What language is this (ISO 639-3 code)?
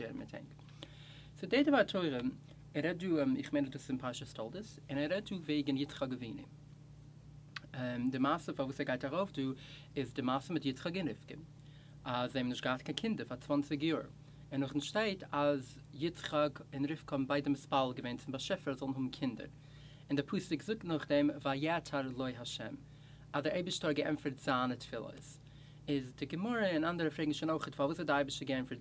yid